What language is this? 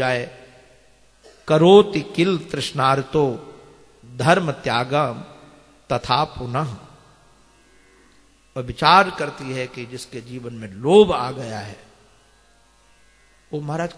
Hindi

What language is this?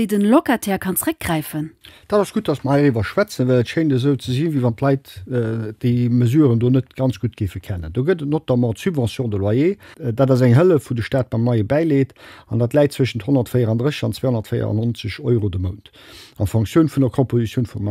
Luxembourgish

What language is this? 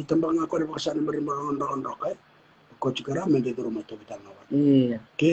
Fijian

